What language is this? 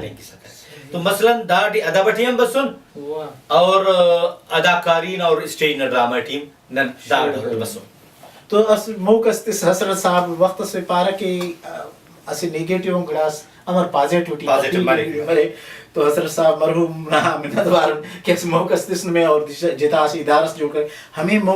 Brahui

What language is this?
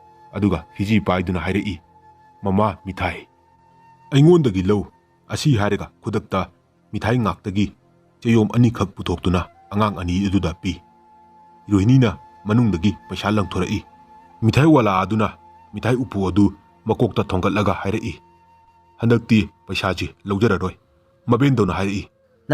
Manipuri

